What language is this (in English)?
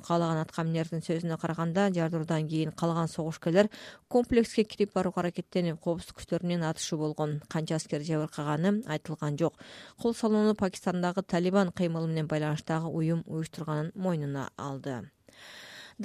Kyrgyz